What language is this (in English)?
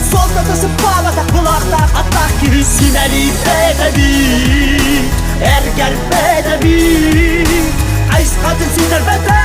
Yakut